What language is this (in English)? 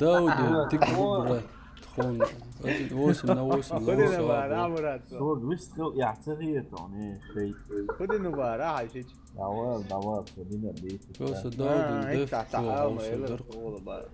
Chechen